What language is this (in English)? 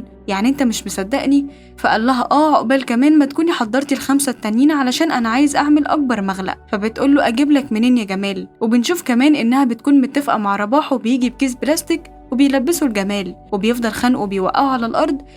Egyptian Arabic